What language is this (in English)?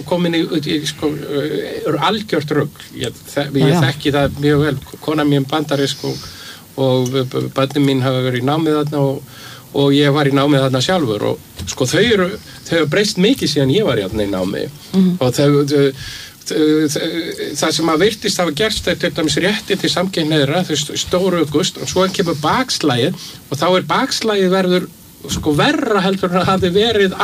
Icelandic